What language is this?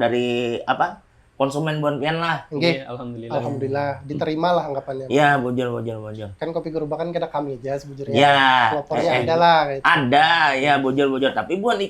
Banjar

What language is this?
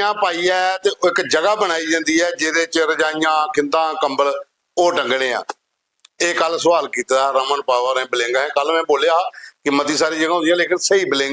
Dogri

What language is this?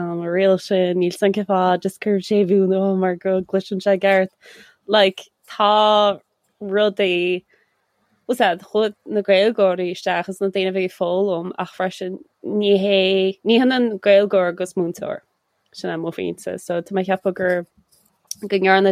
Irish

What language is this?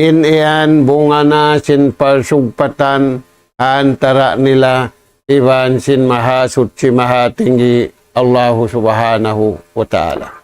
Tausug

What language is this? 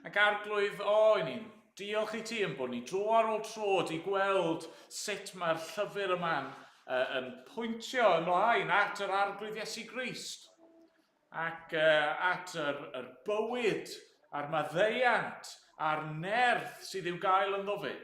Welsh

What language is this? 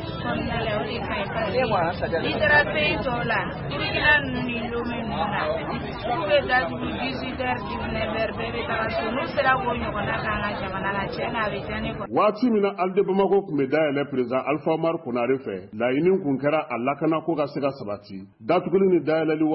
Bambara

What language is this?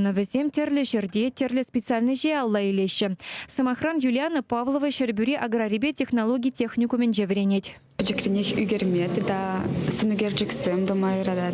Chuvash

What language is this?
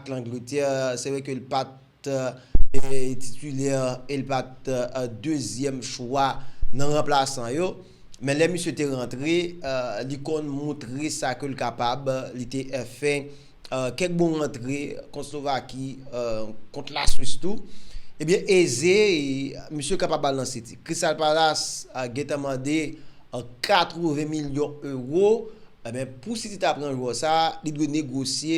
Haitian Creole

